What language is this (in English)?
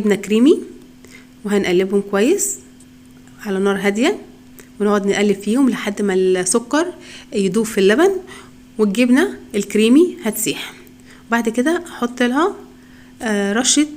Egyptian Arabic